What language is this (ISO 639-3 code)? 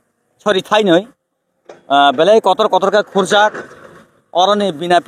trp